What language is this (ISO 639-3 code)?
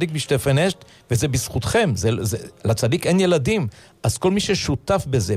heb